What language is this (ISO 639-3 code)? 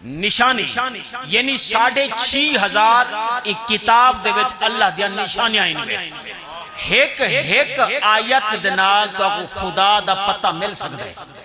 skr